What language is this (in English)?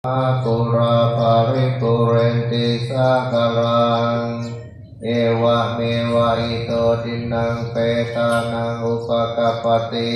Pali